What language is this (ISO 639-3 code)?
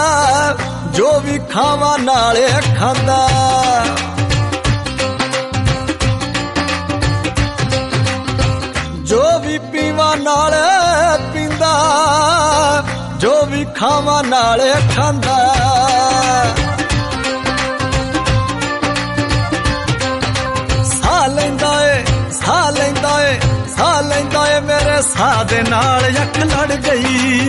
pan